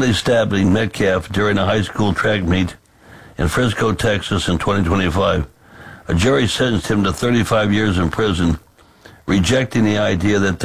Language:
English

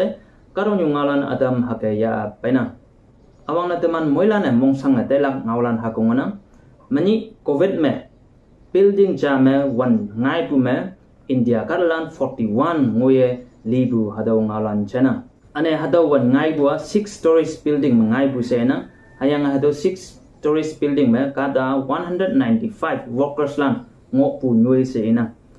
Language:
Konyak Naga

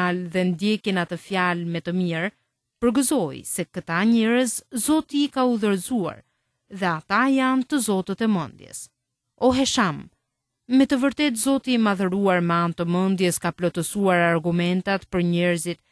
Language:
Albanian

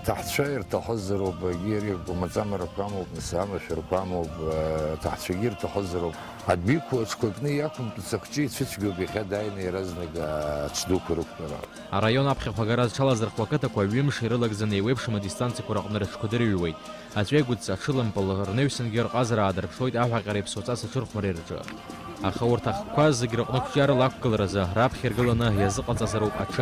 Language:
Abkhazian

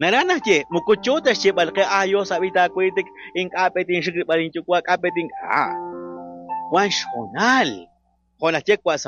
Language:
Kekchí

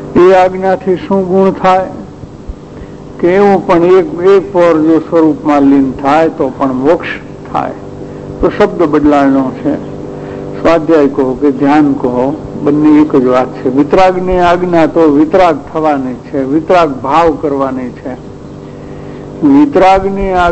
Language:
Gujarati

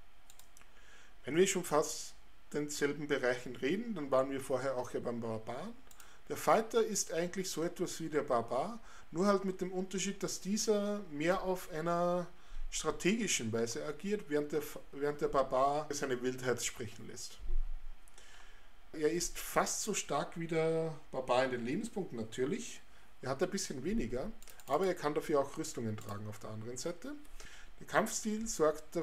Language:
German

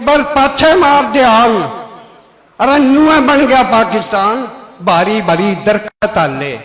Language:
Haryanvi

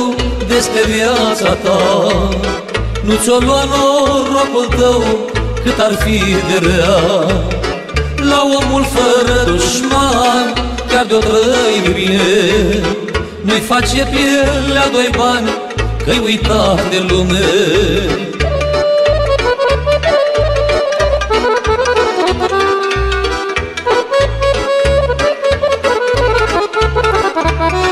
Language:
Romanian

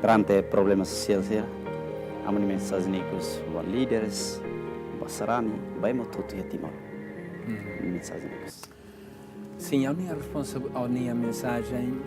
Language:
Tetum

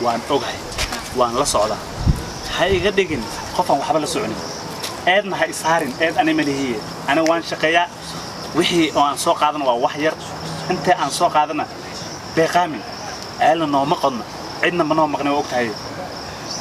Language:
Somali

